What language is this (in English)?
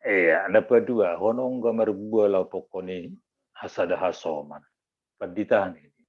Batak Simalungun